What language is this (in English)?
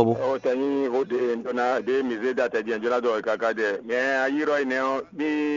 Fon